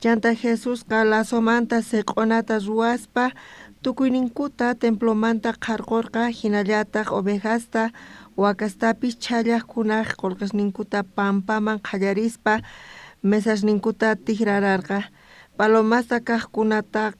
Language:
South Bolivian Quechua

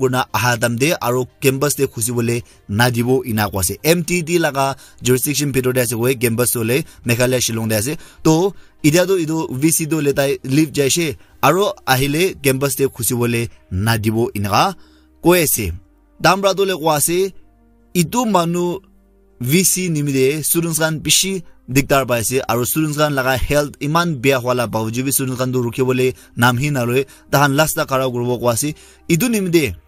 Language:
Naga Pidgin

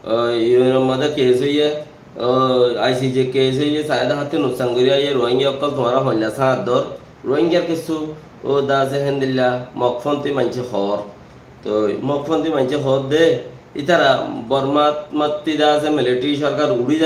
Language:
Rohingya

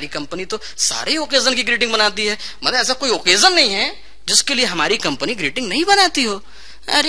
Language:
Hindi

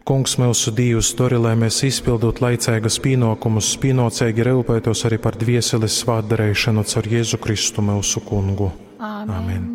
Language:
Latgalian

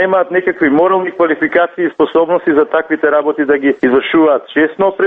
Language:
Macedonian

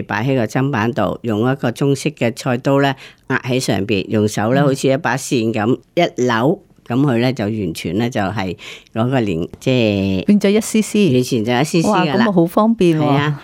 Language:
Cantonese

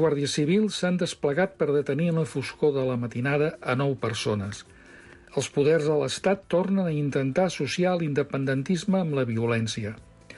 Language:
Catalan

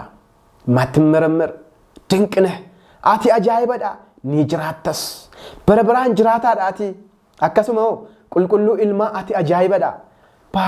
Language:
Oromo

